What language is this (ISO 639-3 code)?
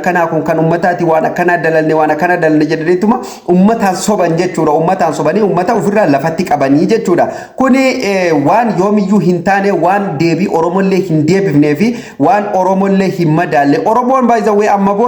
orm